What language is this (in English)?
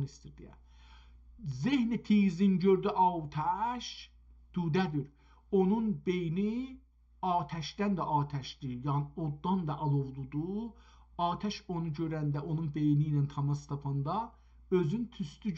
South Azerbaijani